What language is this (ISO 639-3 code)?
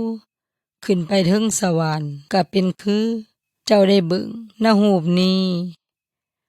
yoy